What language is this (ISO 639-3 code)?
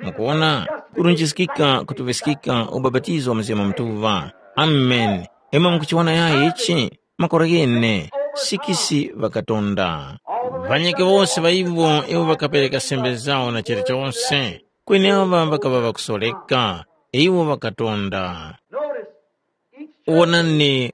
tum